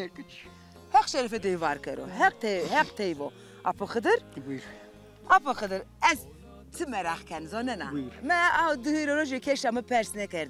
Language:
Zaza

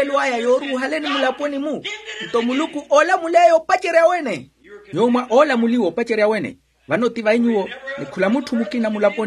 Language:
Makhuwa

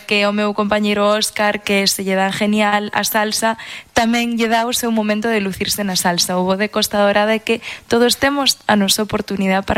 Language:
Galician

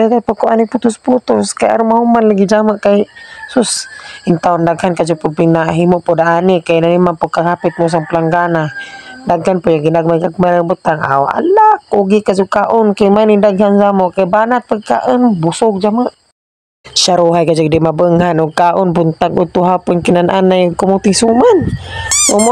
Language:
Cebuano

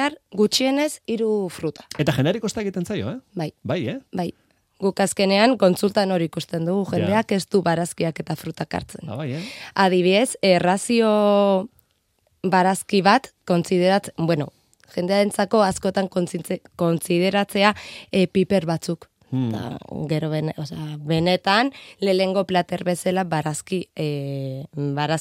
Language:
Basque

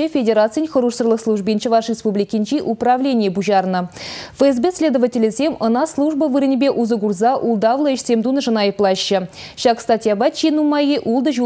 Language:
Chuvash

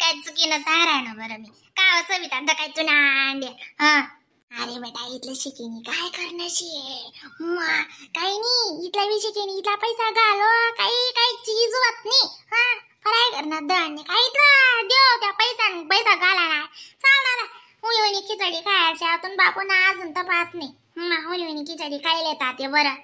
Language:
Khandesi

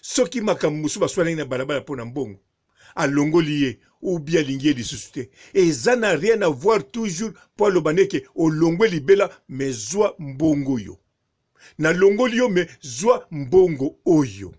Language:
Lingala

